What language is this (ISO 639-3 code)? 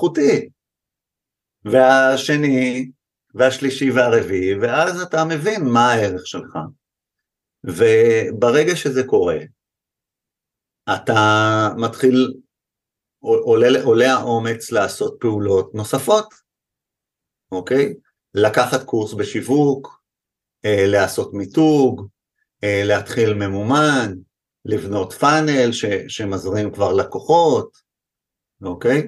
heb